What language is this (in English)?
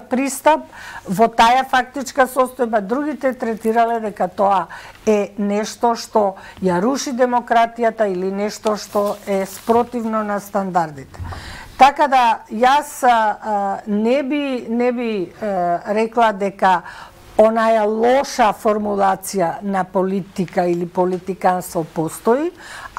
Macedonian